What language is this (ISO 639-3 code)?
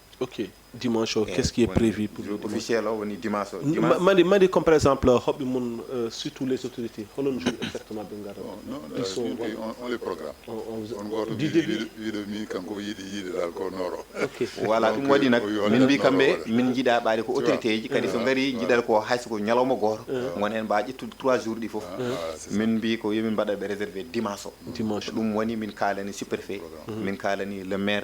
ful